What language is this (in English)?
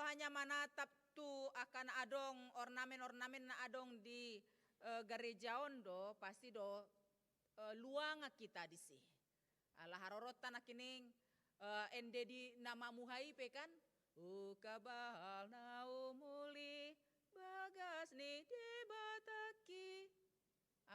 Batak Toba